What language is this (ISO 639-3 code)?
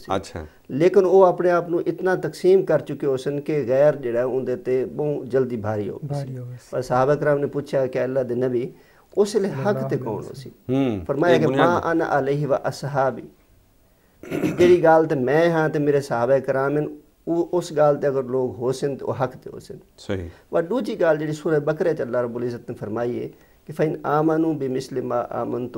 skr